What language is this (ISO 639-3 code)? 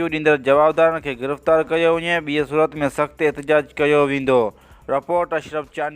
snd